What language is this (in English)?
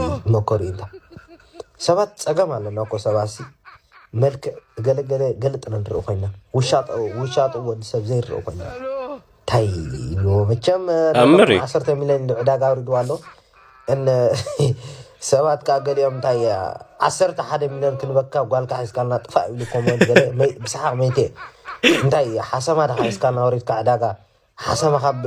Tigrinya